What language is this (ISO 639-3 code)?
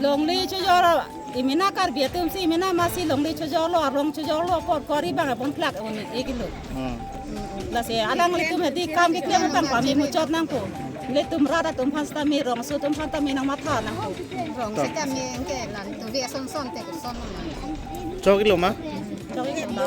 mjw